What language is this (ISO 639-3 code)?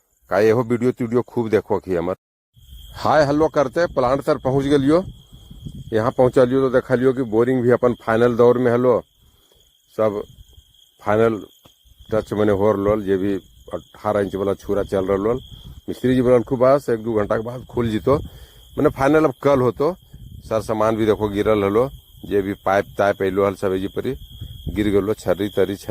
mag